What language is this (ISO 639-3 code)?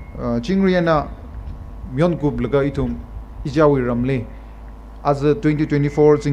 nmf